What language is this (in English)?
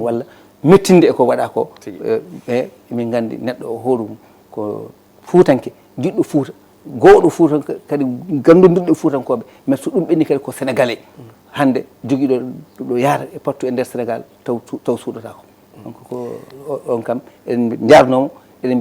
Fula